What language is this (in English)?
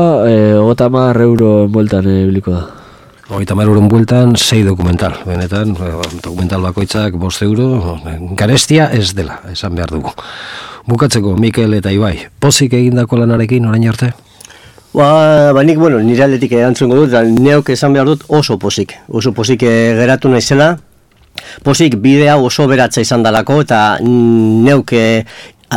Basque